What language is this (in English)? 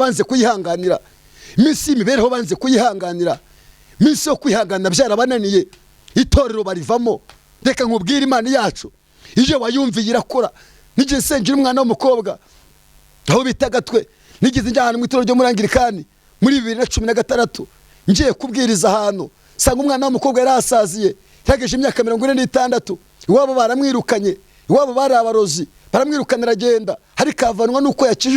Kinyarwanda